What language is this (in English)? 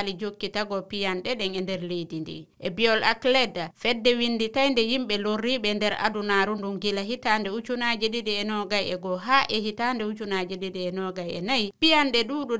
Fula